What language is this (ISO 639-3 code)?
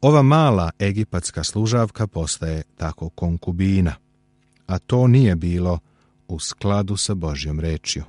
srp